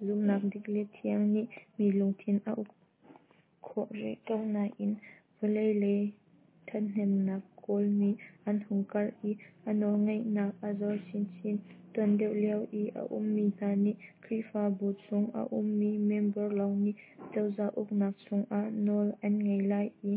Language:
Hakha Chin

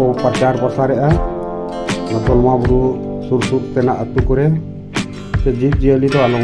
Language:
Santali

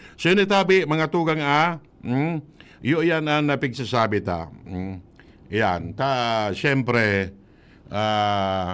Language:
Bikol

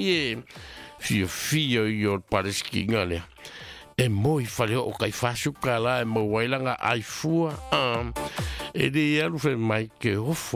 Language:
Samoan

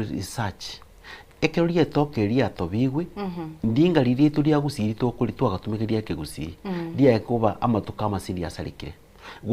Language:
Gusii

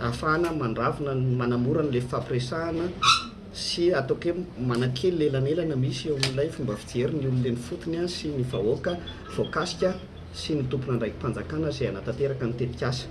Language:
Malagasy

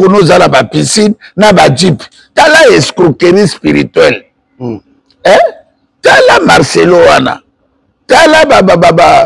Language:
Lingala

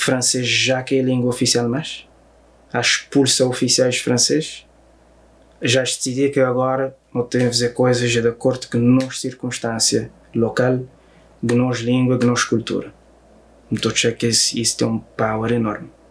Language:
Kabuverdianu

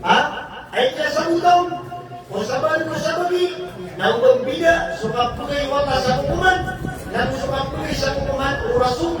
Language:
Maranao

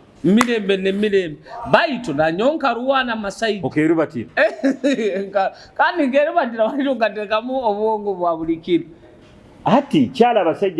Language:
Nyoro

